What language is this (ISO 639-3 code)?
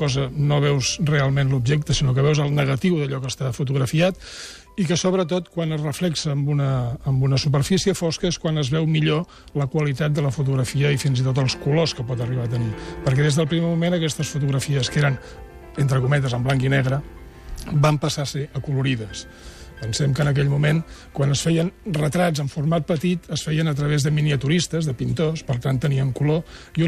cat